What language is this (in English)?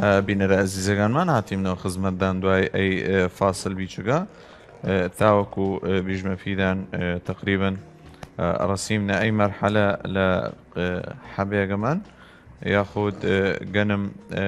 Southern Kurdish